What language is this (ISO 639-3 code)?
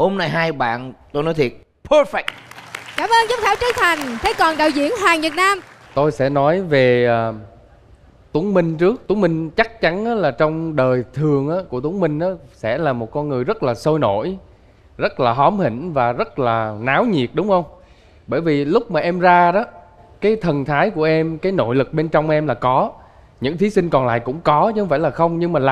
vie